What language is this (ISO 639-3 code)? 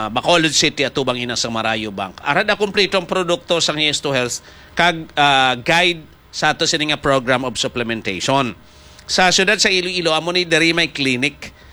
hil